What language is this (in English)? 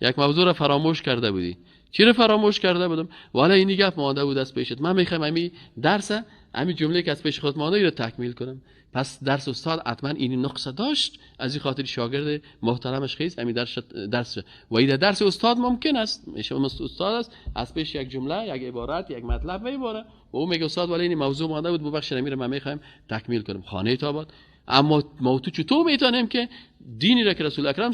Persian